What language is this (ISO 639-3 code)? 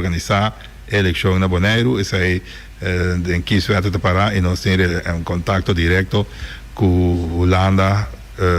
pap